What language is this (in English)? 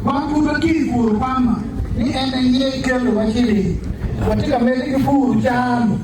Acoli